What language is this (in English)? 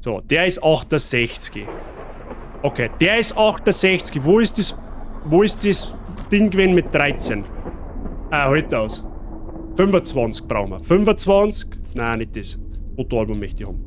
Bavarian